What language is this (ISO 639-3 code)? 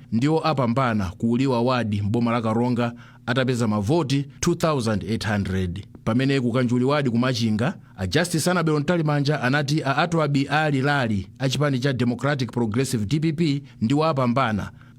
nya